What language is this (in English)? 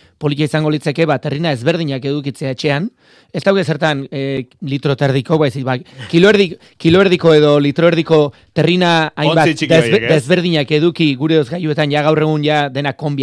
Basque